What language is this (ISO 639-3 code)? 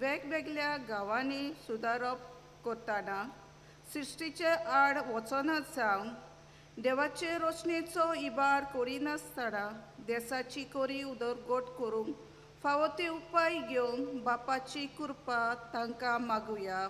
kok